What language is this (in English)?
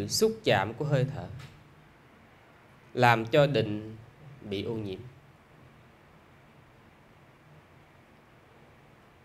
Vietnamese